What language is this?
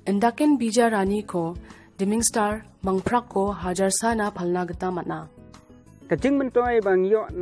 Garo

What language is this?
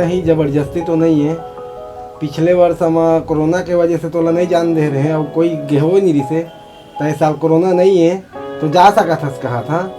Chhattisgarhi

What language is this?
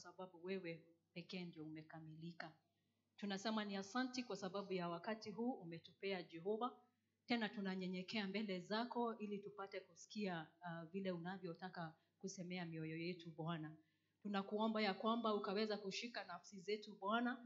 Swahili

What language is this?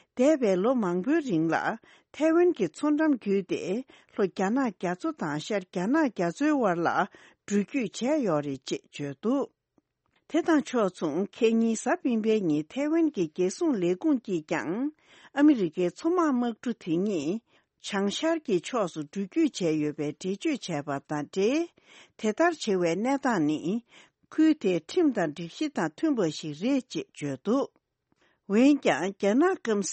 Tibetan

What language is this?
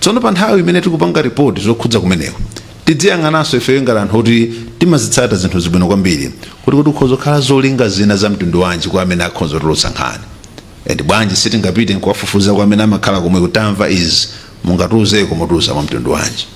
Nyanja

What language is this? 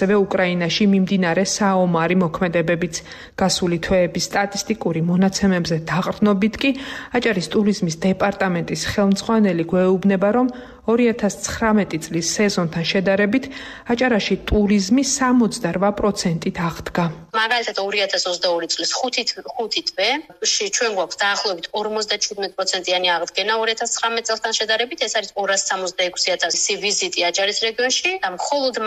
Georgian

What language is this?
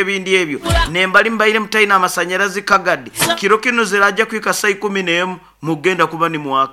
Nyoro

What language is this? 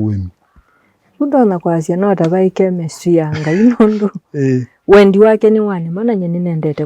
Kamba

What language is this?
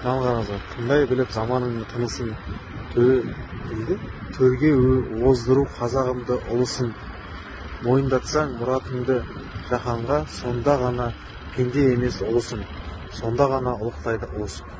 Kazakh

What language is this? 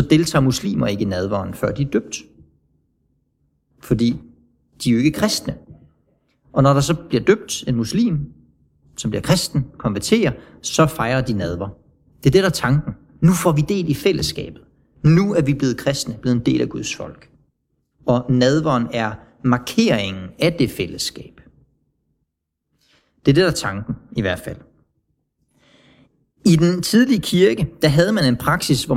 Danish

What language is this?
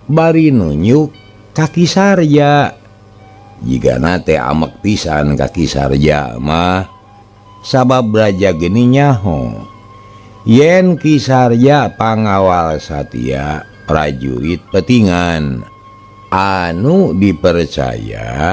Sundanese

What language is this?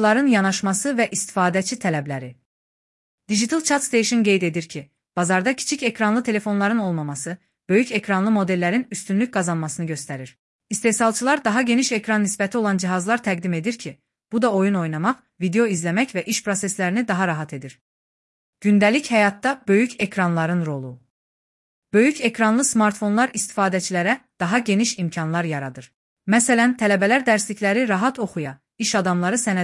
Azerbaijani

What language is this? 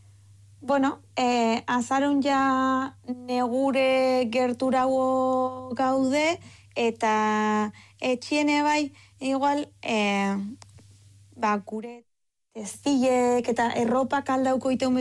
Basque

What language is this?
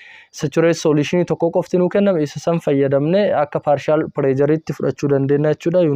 Oromo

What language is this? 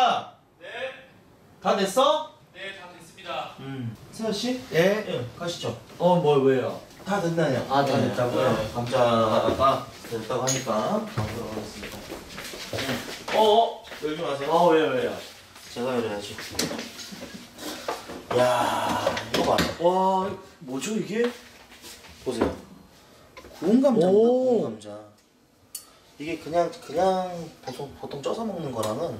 Korean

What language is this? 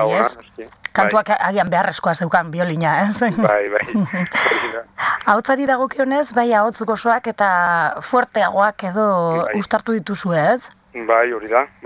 Basque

